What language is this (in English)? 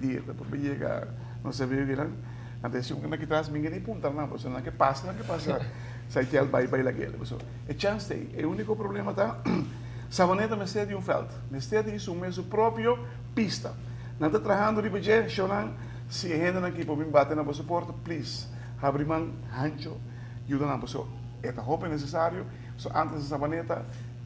Papiamento